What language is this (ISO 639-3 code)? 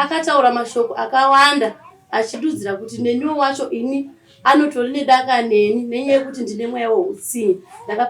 sna